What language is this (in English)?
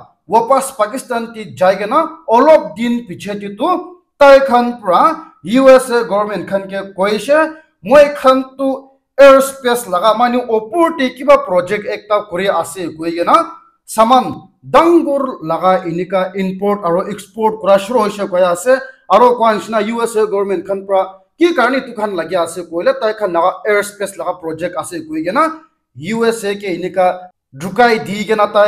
Naga Pidgin